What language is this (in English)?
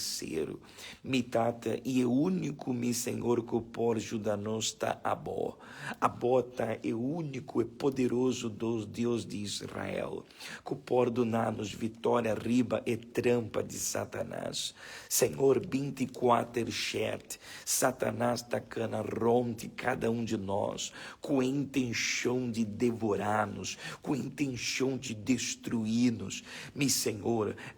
Papiamento